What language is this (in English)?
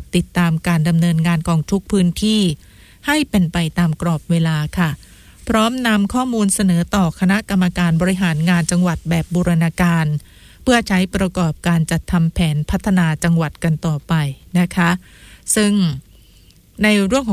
Thai